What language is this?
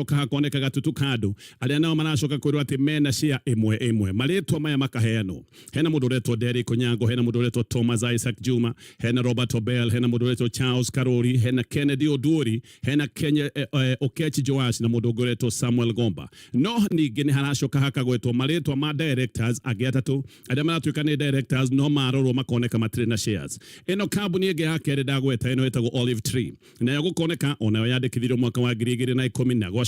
Kikuyu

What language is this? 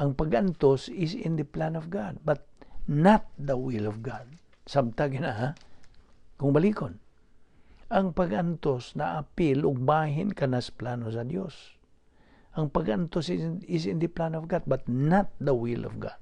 Cebuano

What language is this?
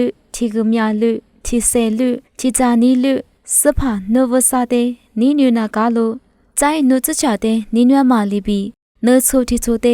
Lisu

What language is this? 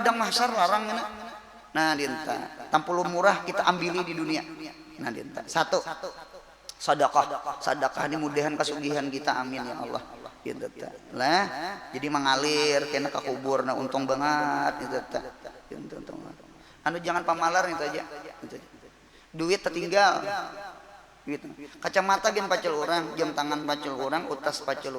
Banjar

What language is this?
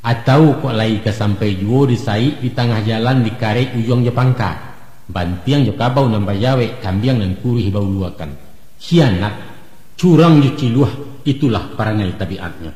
Minangkabau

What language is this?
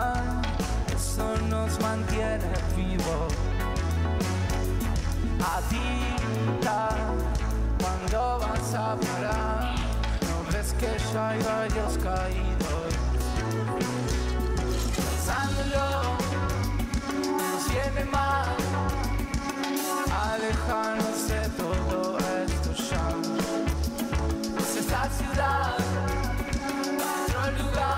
Spanish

